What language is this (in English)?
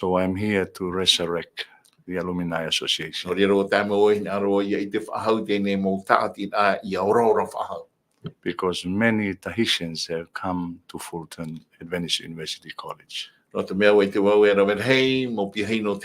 Tahitian